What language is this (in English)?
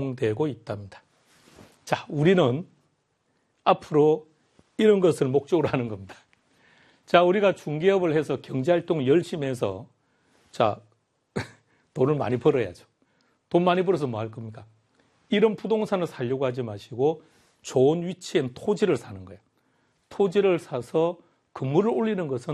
Korean